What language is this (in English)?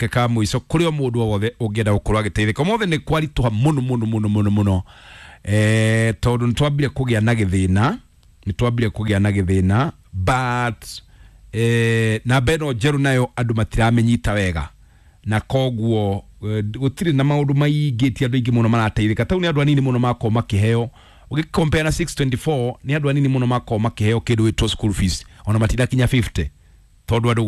Kikuyu